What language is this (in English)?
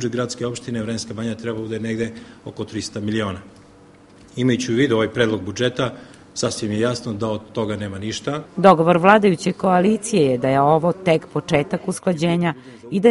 Serbian